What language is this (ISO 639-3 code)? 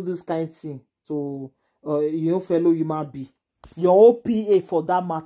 pcm